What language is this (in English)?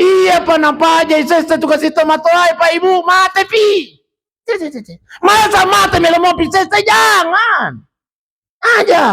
Buginese